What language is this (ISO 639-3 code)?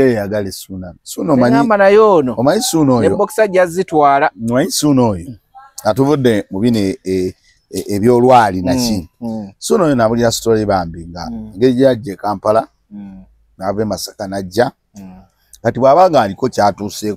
lug